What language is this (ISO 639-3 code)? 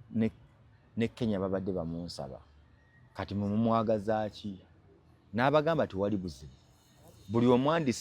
lug